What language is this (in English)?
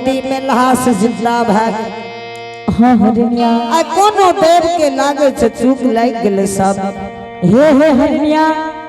Angika